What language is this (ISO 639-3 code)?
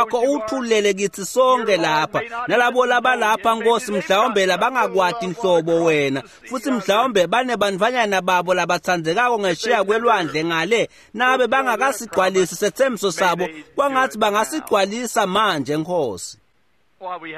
ssw